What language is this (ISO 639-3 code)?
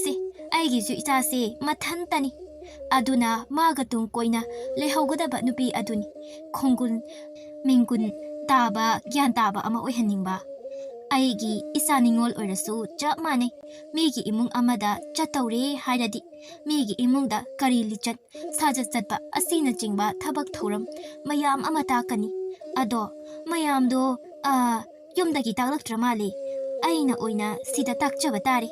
mni